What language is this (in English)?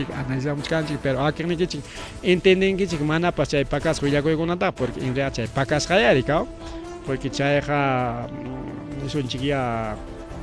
Ayacucho Quechua